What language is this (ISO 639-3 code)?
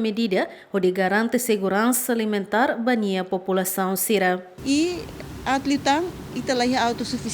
tet